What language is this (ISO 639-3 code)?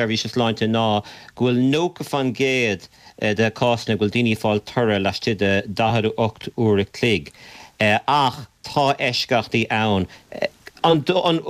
gle